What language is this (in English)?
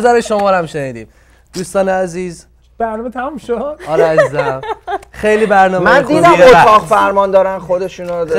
Persian